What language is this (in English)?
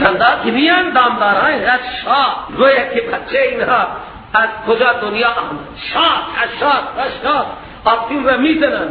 Persian